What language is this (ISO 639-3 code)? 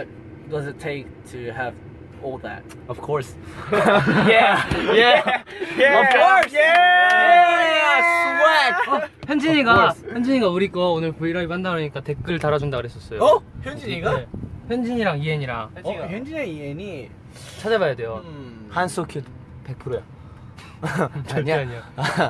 kor